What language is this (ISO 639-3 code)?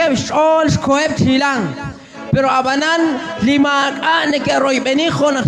kek